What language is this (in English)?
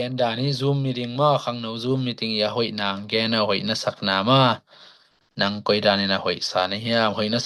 Tedim Chin